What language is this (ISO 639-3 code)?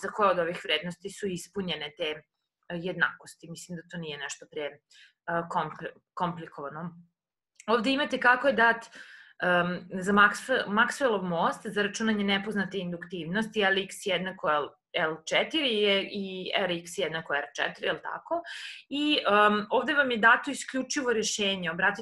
srp